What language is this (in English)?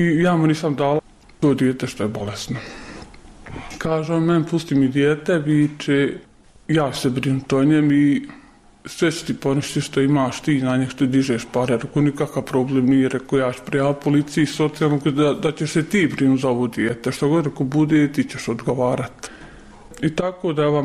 Bosnian